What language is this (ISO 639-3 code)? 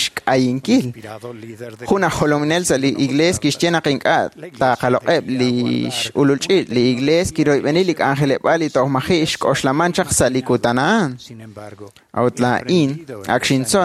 kek